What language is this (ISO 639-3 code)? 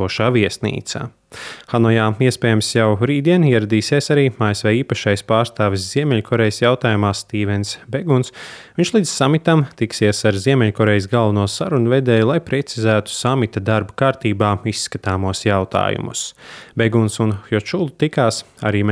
lav